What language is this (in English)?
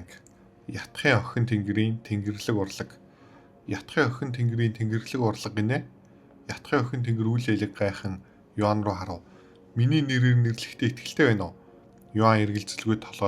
Mongolian